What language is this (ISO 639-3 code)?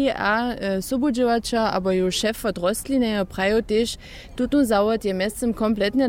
hsb